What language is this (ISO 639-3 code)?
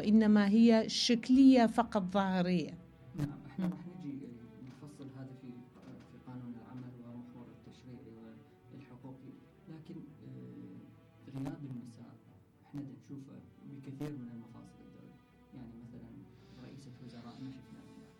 acm